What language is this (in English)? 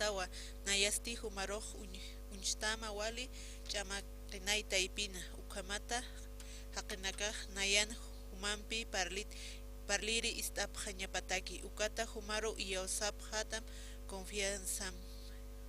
Aymara